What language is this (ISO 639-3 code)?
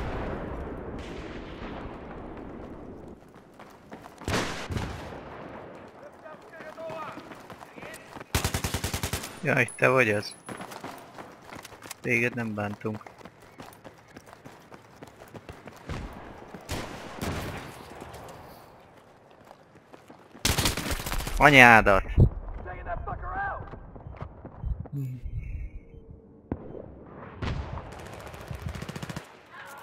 hun